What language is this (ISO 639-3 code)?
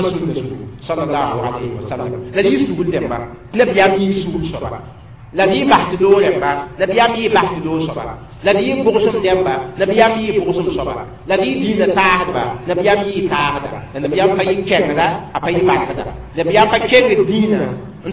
mos